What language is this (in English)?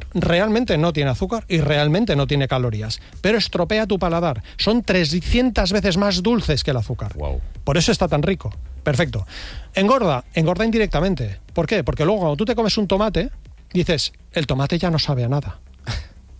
Spanish